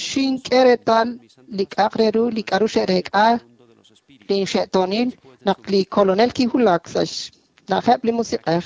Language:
Kekchí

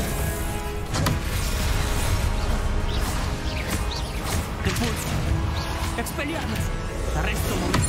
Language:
Spanish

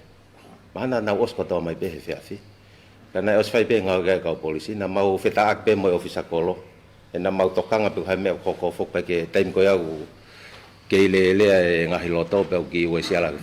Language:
Tongan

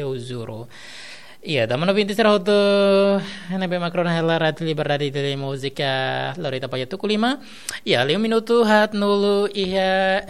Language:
Tetum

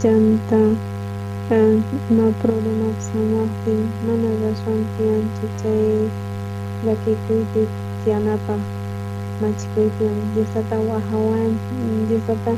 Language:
South Bolivian Quechua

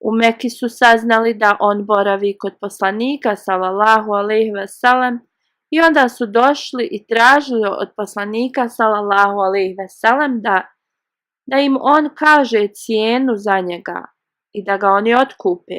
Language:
Bosnian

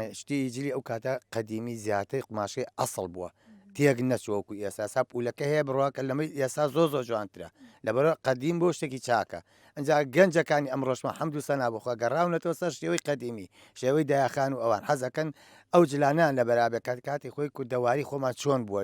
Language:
Central Kurdish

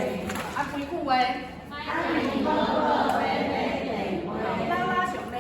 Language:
Min Nan Chinese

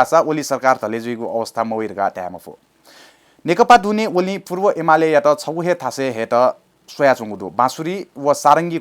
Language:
Newari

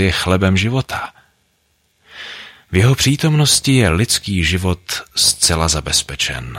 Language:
Czech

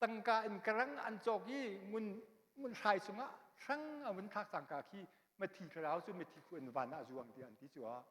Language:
Hakha Chin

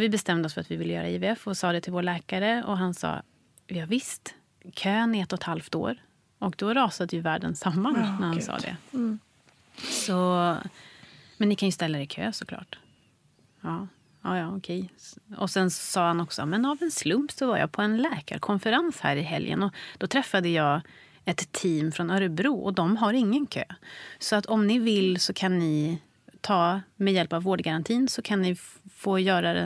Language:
Swedish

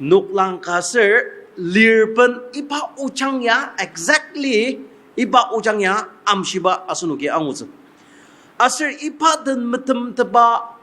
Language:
Ao Naga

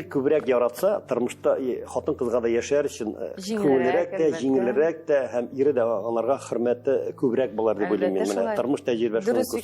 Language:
Tatar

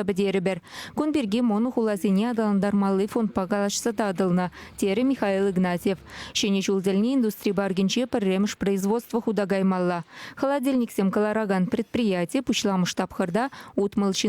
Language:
Chuvash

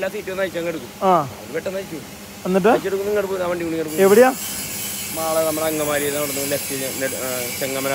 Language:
Malayalam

